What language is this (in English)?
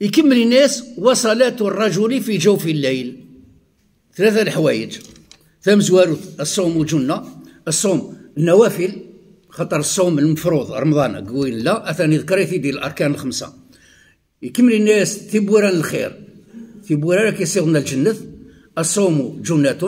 Kabyle